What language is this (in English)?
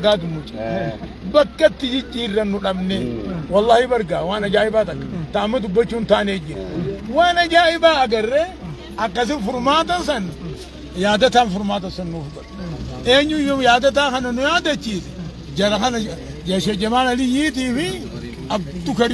Oromo